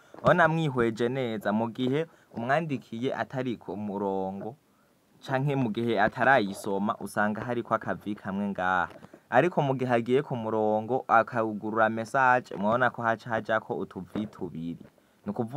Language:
Rundi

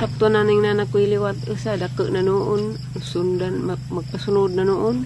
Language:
Cebuano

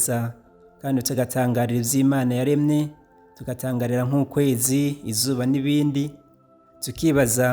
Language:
Rundi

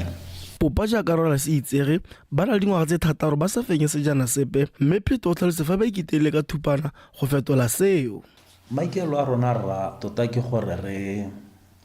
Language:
Tswana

